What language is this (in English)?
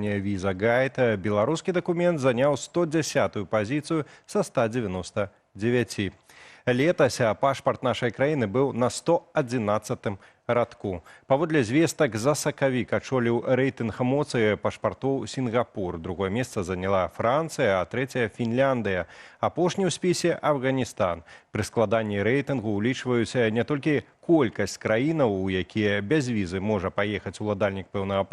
Belarusian